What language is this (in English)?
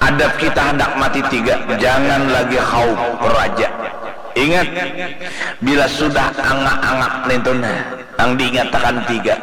Banjar